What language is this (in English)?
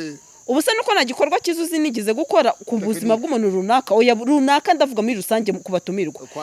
Kinyarwanda